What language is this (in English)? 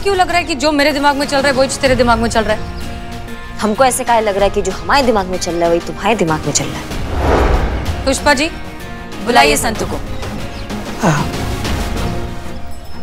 Hindi